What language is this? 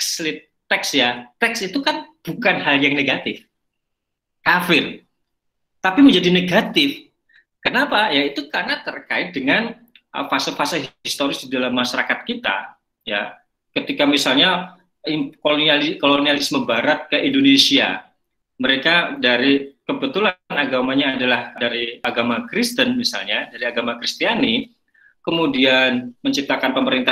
Indonesian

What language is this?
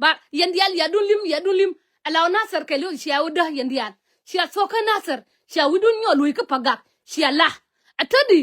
Nuer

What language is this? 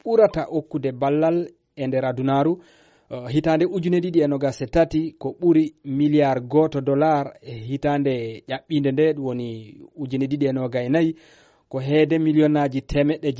Fula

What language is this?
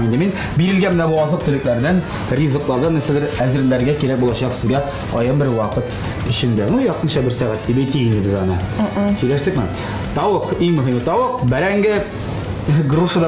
Tatar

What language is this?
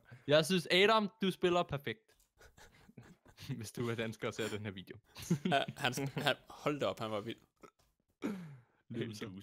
Danish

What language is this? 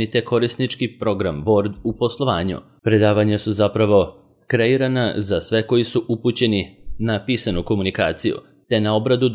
Serbian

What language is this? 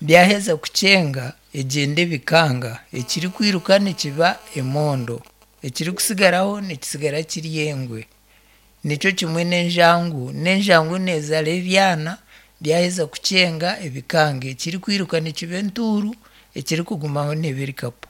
Nyankole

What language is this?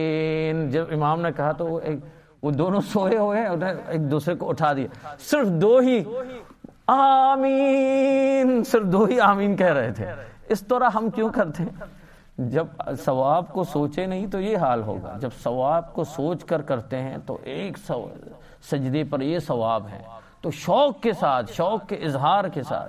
Urdu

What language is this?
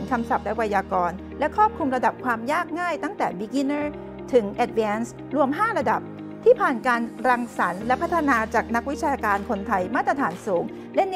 Thai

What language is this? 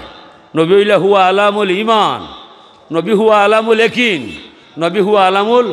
Sylheti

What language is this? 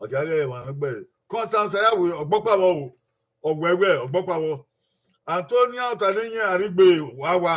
Bini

